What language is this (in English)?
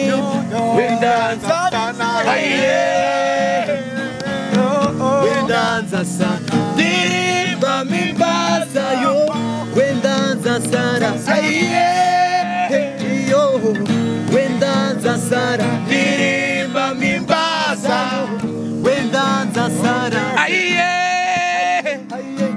Kinyarwanda